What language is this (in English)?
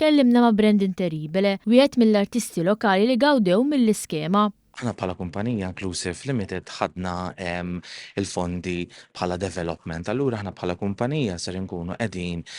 Maltese